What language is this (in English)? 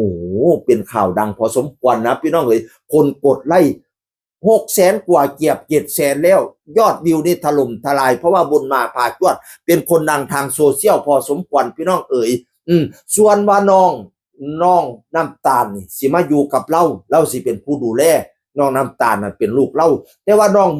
Northeastern Thai